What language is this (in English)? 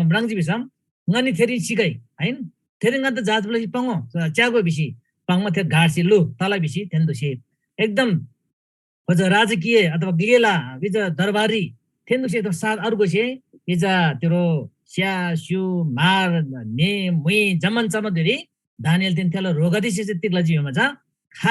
Eastern Tamang